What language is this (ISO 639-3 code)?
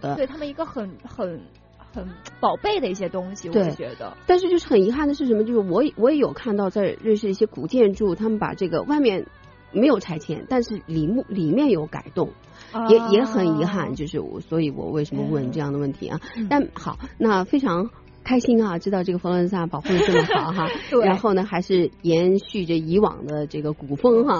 zho